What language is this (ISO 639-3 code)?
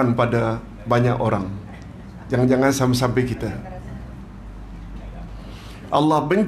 msa